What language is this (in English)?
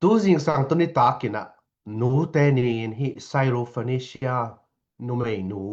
Tedim Chin